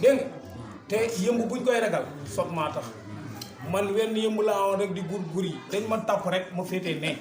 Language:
Wolof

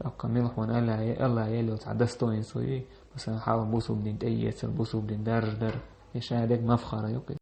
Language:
Chechen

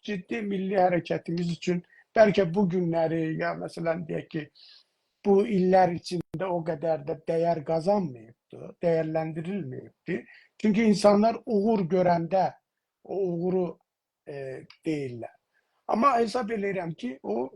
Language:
South Azerbaijani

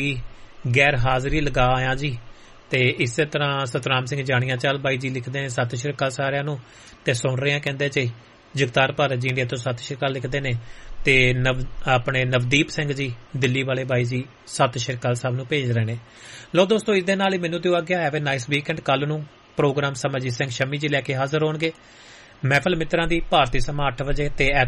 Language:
Punjabi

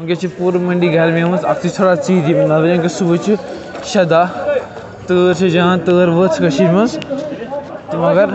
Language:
Kashmiri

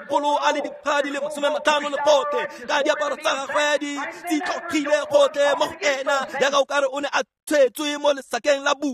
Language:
Tswana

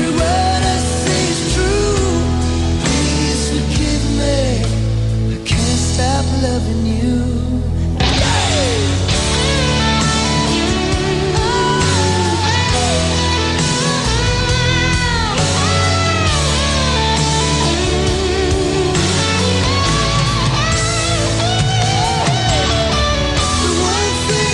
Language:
Indonesian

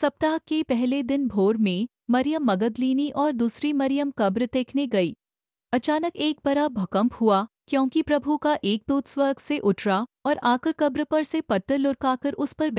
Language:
Hindi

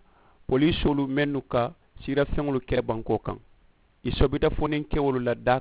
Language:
Mandingo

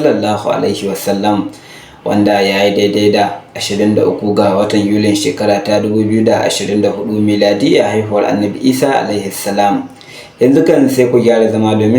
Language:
Hausa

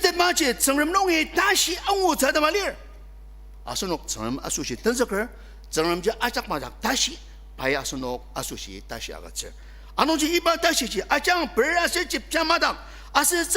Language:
Ao Naga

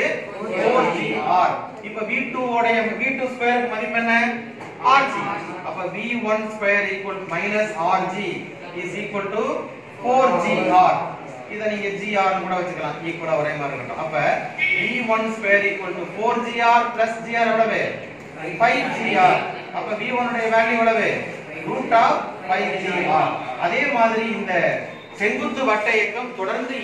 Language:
Tamil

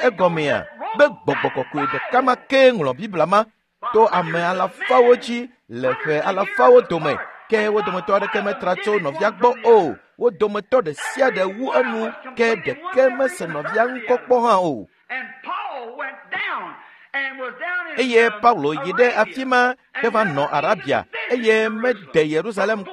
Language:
Ewe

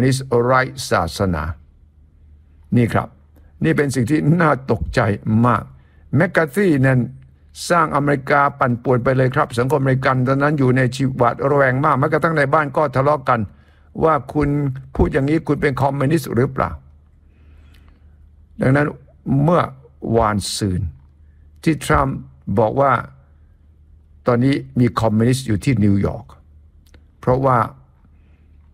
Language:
Thai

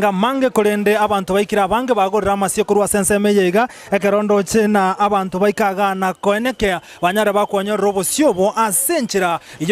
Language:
Gusii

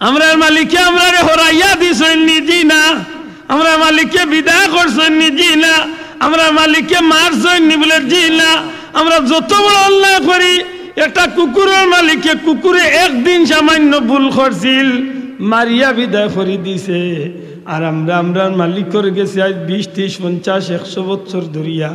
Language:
Sylheti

